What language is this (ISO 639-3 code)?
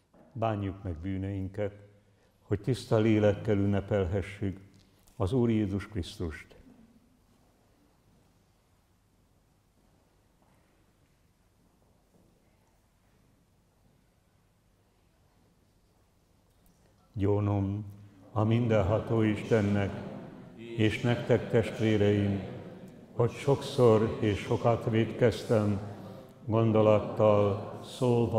hun